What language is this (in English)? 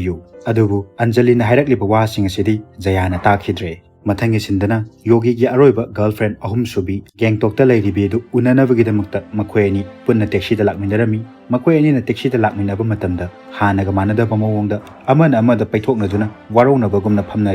Manipuri